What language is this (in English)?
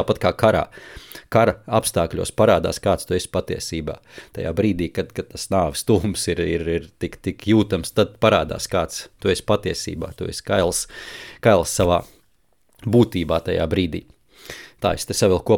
Latvian